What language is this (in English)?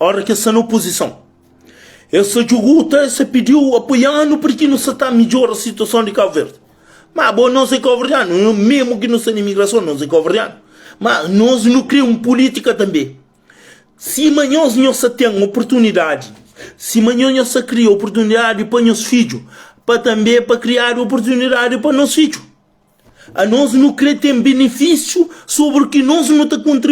Kabuverdianu